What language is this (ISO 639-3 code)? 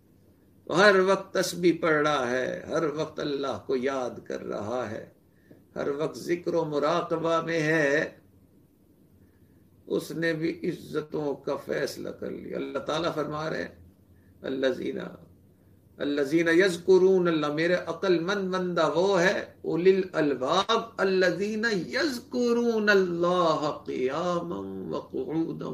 urd